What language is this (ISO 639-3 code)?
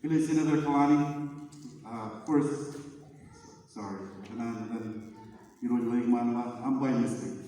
mah